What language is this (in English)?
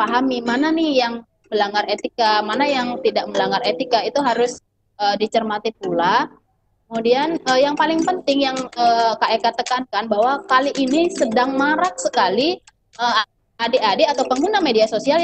Indonesian